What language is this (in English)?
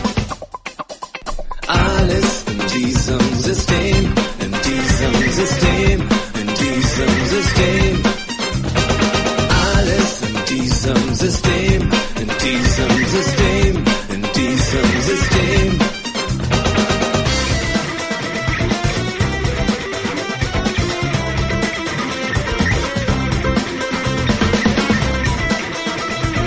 German